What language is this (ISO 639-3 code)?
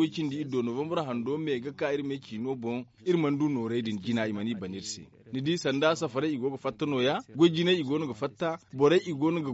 dje